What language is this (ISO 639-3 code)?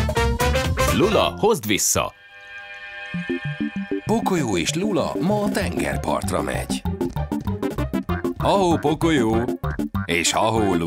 hun